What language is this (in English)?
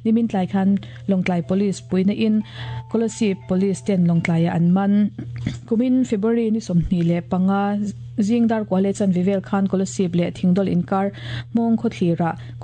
Mizo